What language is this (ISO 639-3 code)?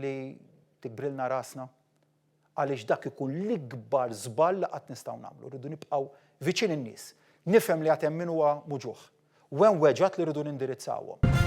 mlt